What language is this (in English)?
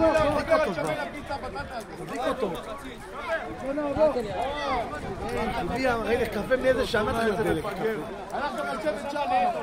Hebrew